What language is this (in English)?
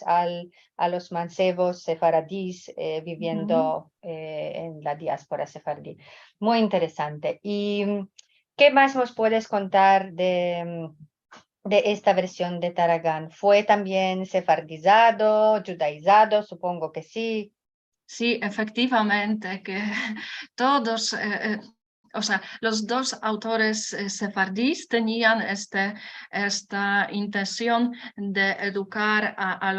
Ladino